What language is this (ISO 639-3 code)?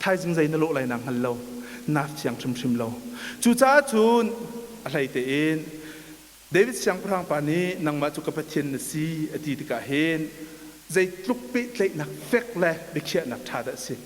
cnh